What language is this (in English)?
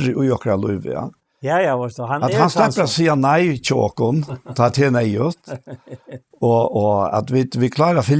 Faroese